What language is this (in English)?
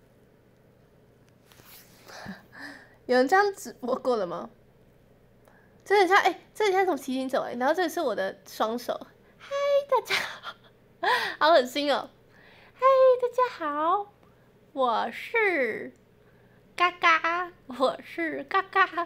Chinese